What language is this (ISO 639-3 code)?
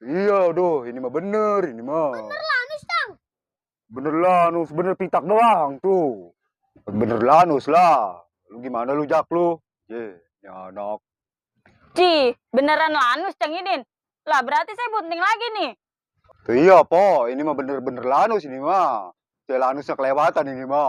bew